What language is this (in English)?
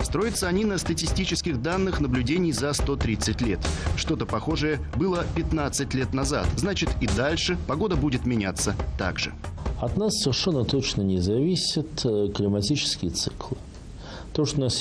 Russian